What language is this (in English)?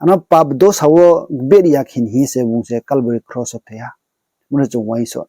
Riang (India)